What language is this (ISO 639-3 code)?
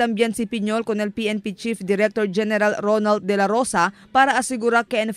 cbk